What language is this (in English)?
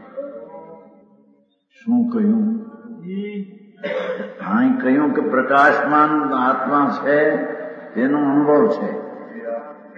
Gujarati